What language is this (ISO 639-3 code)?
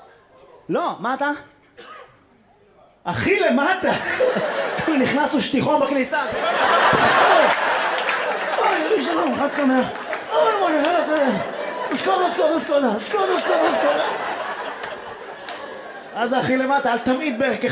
heb